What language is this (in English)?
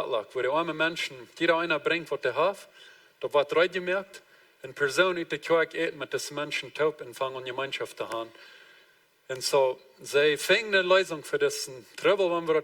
Plautdietsch